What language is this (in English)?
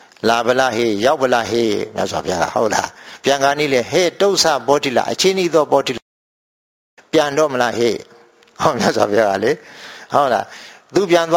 Burmese